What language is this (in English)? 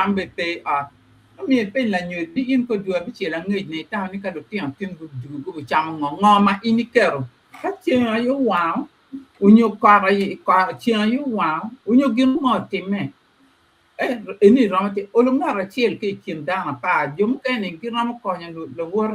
Acoli